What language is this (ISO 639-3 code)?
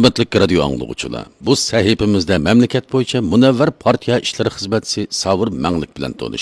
uig